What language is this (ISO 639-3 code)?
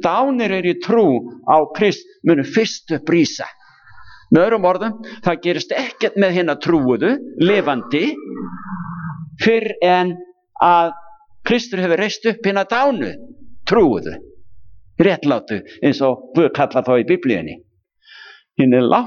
isl